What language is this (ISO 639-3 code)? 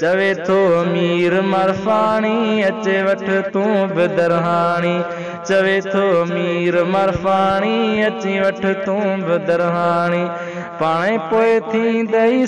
snd